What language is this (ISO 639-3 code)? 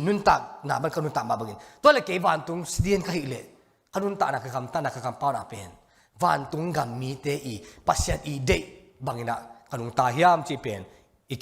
ctd